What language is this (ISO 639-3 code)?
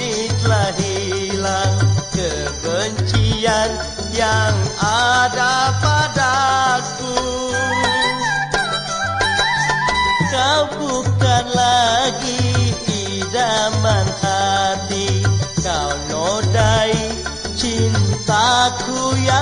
msa